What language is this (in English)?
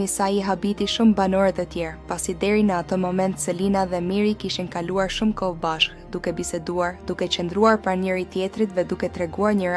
Albanian